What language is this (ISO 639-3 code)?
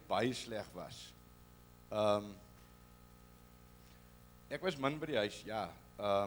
afr